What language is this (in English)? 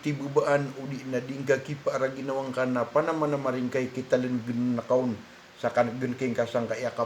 Maranao